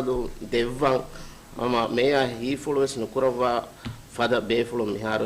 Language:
Divehi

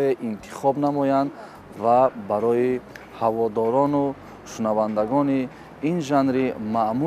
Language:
Tajik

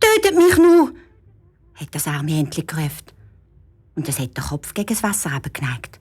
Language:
Swiss German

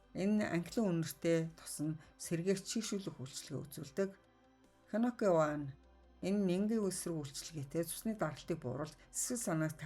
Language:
Mongolian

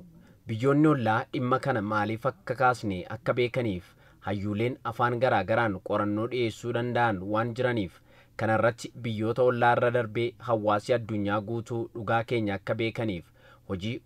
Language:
Oromo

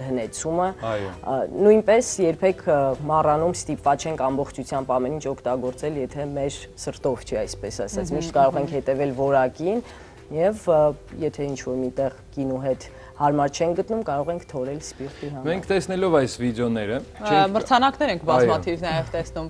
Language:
Armenian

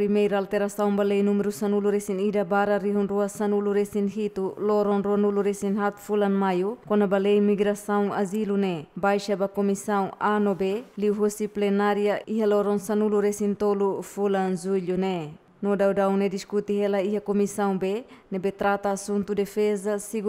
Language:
Tetum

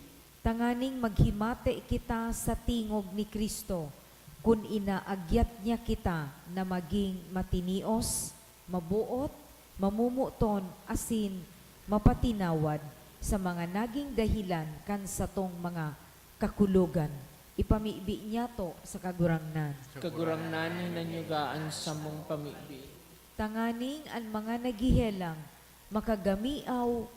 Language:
Bikol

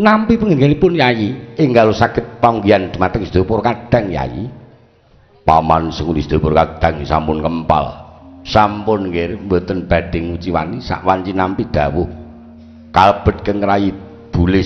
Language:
Javanese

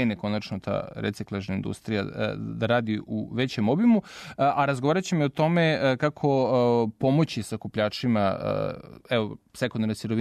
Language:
Serbian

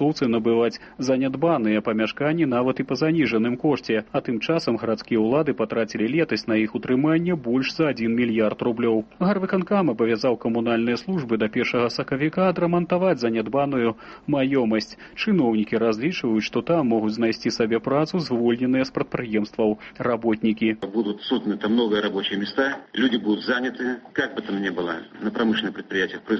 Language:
Belarusian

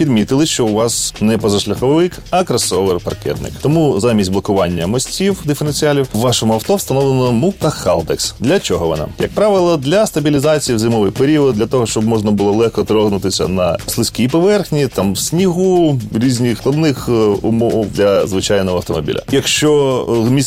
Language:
Ukrainian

